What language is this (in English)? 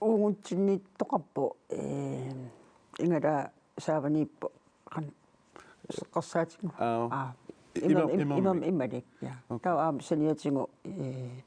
Kalaallisut